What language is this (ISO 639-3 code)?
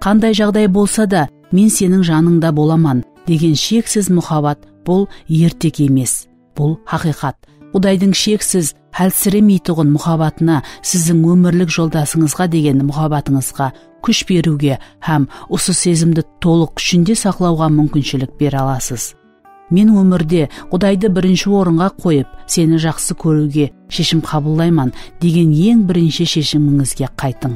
kaa